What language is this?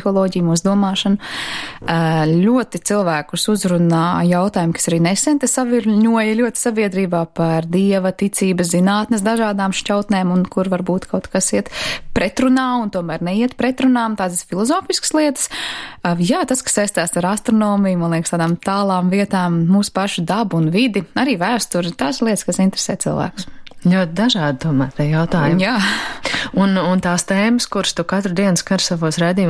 Latvian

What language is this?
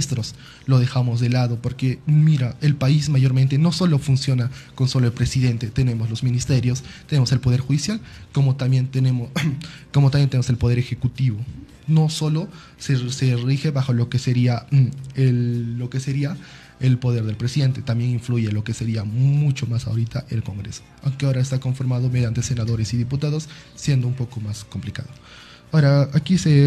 Spanish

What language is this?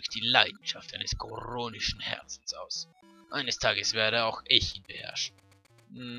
Swiss German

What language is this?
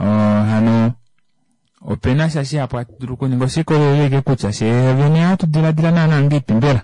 Kuanyama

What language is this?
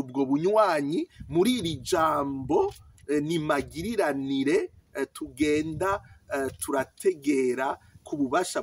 Rundi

